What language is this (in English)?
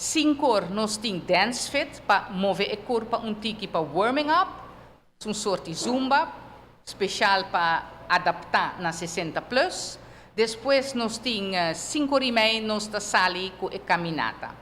Papiamento